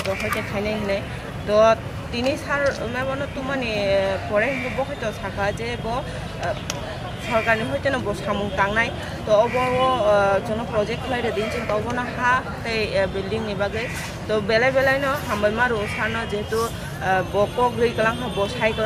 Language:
Kok Borok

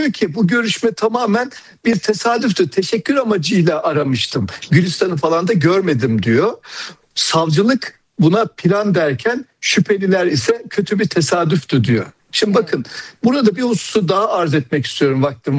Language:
Turkish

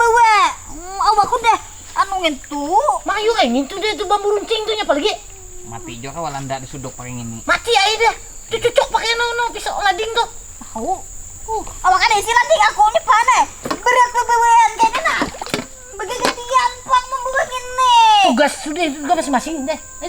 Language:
Banjar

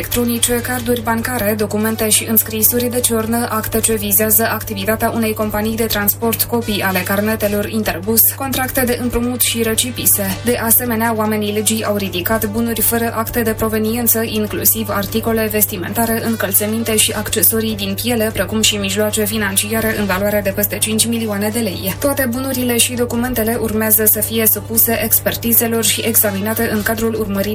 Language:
Romanian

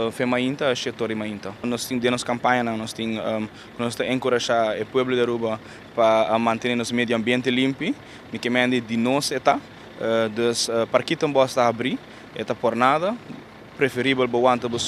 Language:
Papiamento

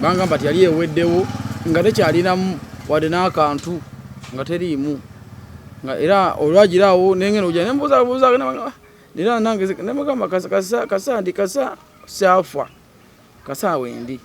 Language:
Ganda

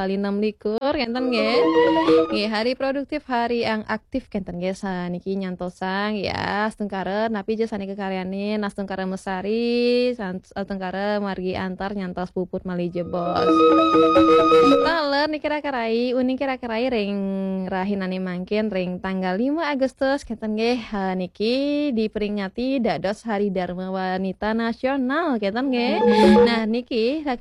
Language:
Balinese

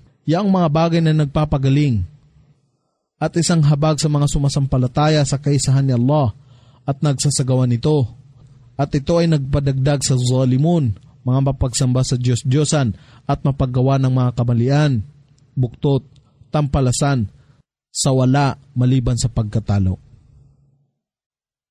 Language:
Filipino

